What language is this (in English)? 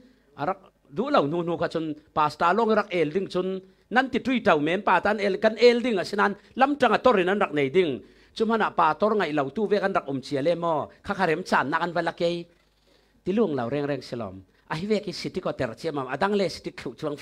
Falam Chin